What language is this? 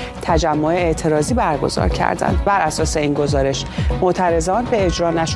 Persian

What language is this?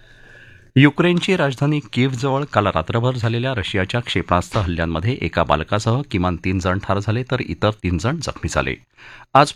Marathi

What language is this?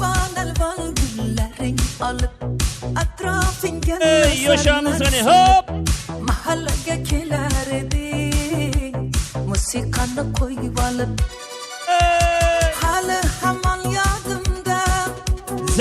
Kara-Kalpak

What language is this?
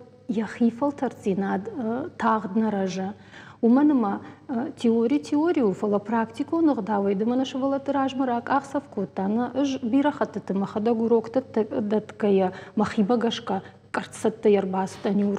Ossetic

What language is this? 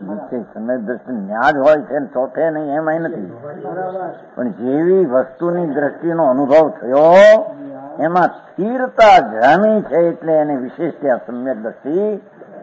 Gujarati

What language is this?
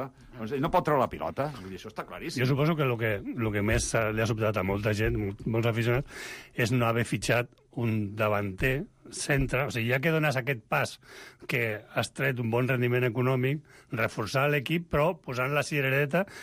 Catalan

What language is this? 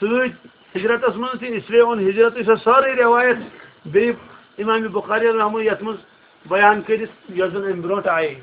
Kashmiri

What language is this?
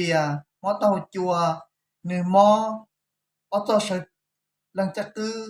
Hmong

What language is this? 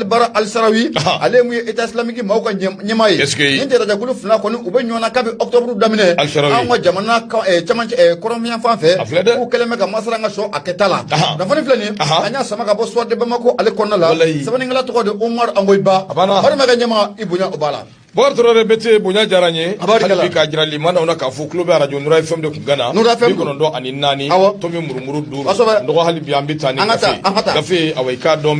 Bambara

